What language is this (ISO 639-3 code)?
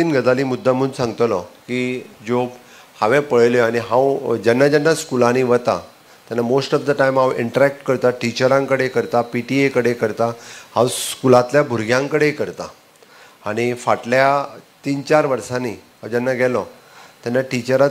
kok